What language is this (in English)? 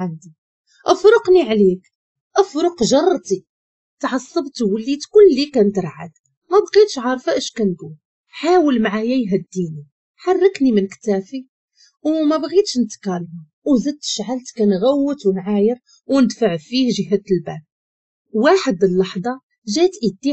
Moroccan Arabic